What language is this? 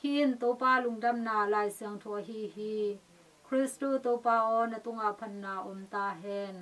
Tedim Chin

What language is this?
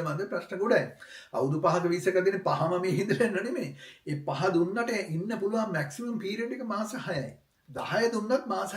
Sinhala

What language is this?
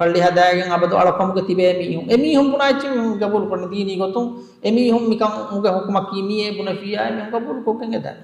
Divehi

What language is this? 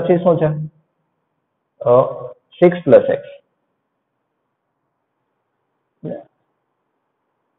Gujarati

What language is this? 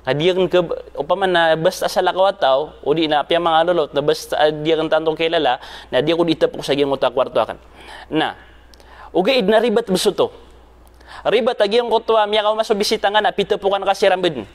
Maranao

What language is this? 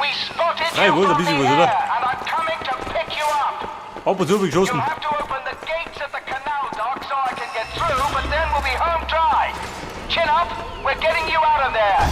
Bavarian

